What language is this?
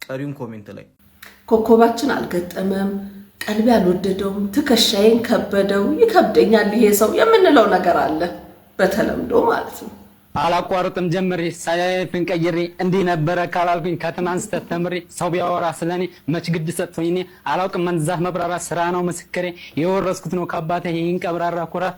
Amharic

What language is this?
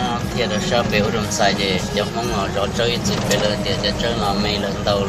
Hmong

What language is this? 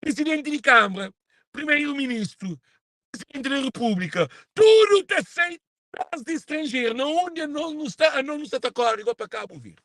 Kabuverdianu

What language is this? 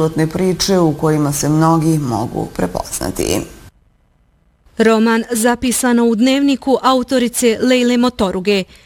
Bosnian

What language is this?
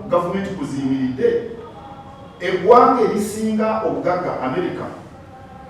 Ganda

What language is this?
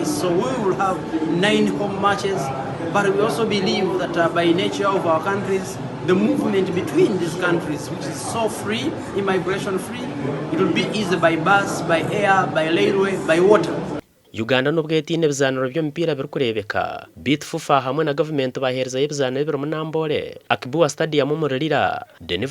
Nyankole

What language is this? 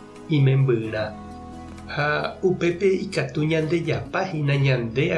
Guarani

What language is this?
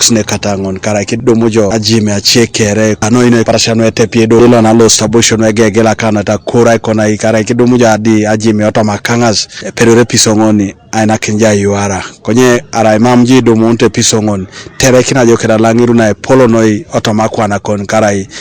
Teso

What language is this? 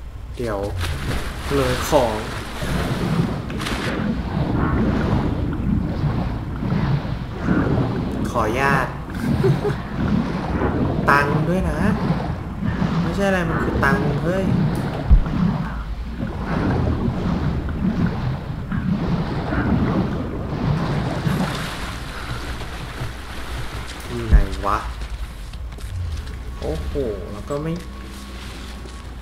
Thai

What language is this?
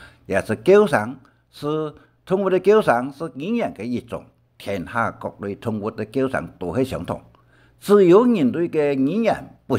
Hakka Chinese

